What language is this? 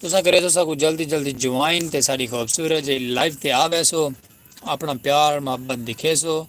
Saraiki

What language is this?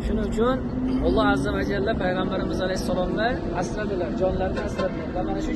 Uzbek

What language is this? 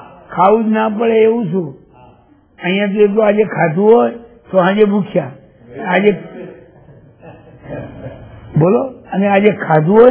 Gujarati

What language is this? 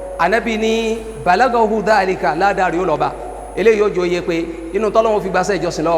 Yoruba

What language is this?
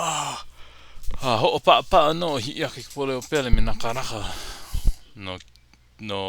Hawaiian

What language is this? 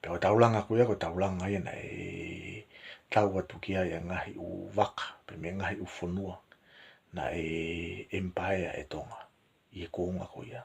Tongan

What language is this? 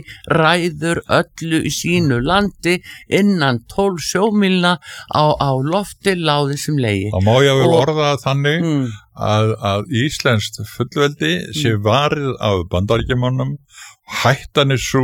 Icelandic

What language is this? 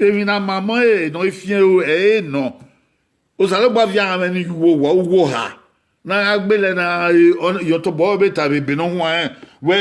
Bini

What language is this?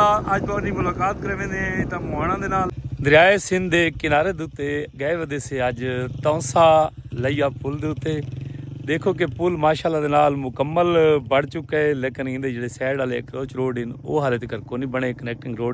Saraiki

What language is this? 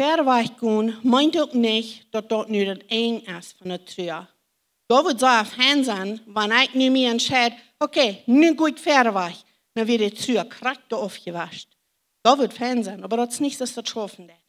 Plautdietsch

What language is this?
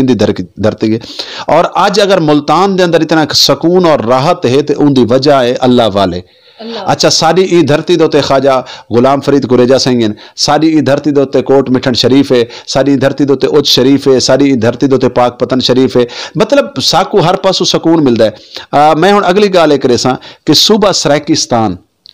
Saraiki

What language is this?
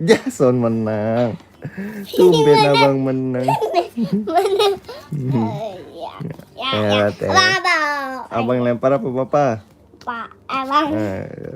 Betawi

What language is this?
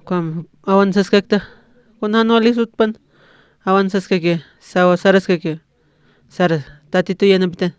Aymara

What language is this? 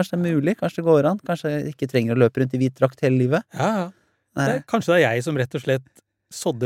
Norwegian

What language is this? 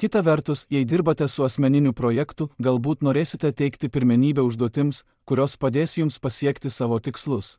Lithuanian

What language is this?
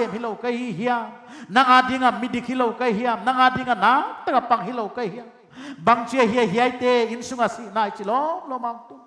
Paite Chin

